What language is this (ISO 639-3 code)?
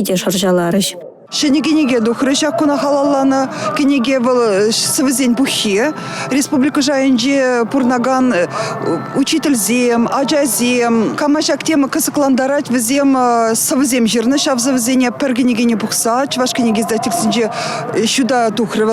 chv